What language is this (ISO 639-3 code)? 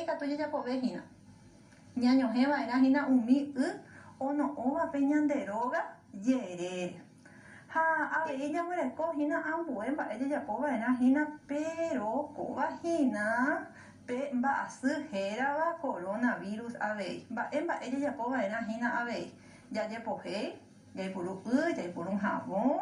grn